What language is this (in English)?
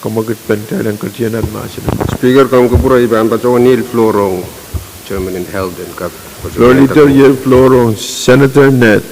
Pohnpeian